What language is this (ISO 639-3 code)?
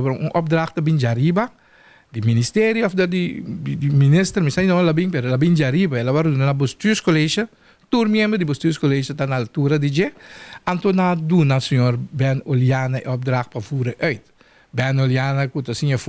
pap